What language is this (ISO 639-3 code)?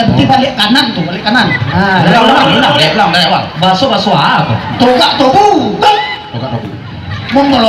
min